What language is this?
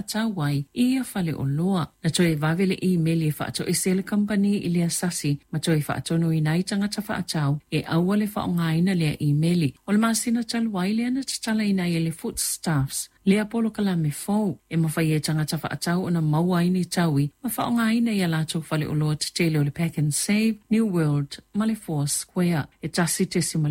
Samoan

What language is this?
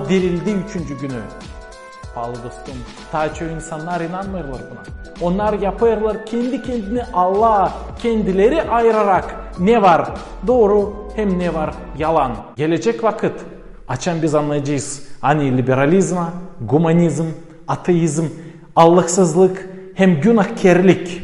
Gagauz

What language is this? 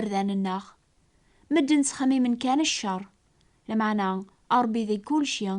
Kabyle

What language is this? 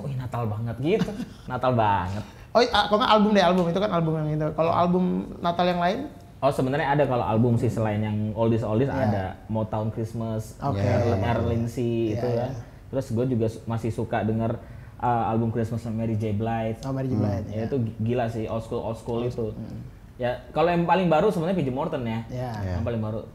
Indonesian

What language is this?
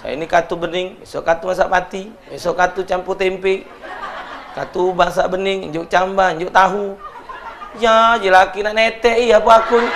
Musi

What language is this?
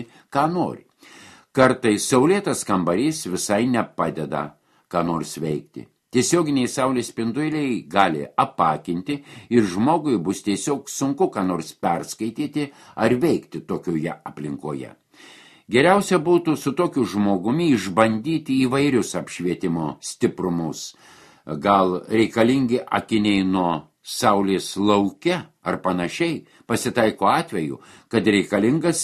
Lithuanian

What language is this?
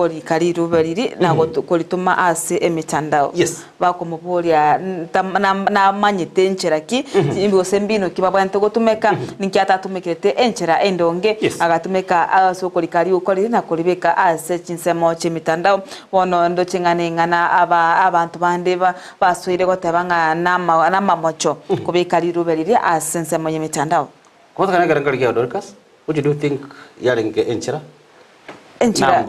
Gusii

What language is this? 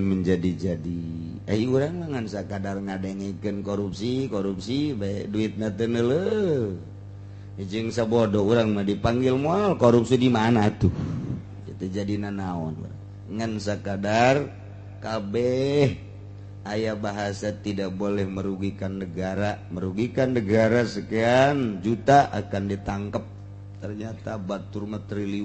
Sundanese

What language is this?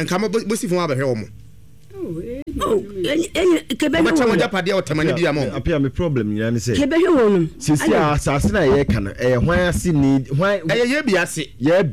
Akan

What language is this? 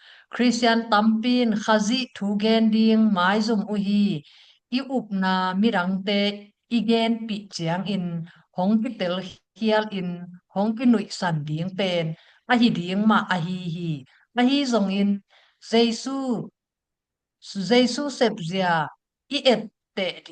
Tedim Chin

